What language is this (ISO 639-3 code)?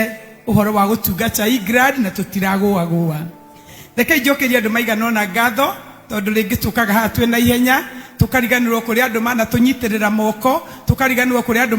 kik